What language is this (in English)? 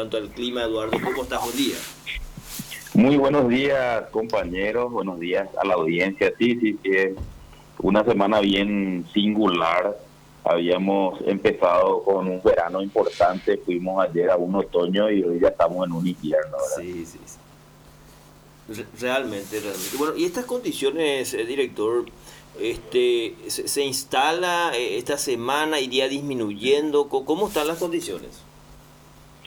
Spanish